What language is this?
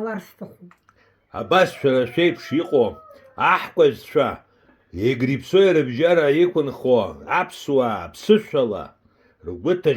Abkhazian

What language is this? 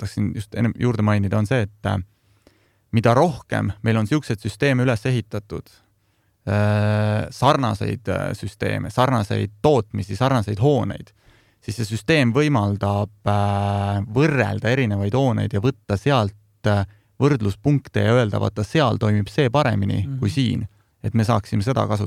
Estonian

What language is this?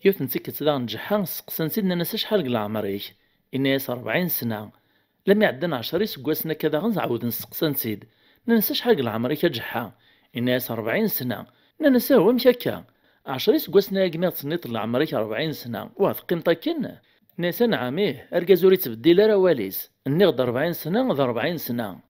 Kabyle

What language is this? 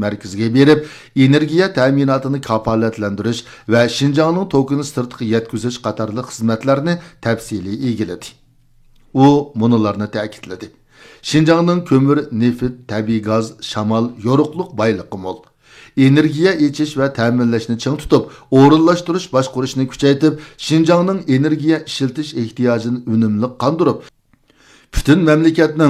Uyghur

